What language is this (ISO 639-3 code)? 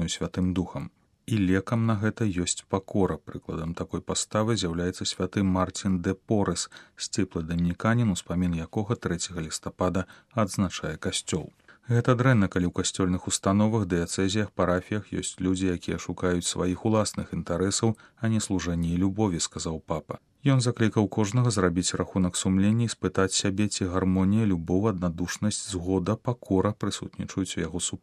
bel